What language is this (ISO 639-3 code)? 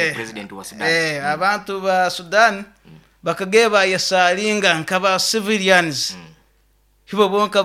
nyo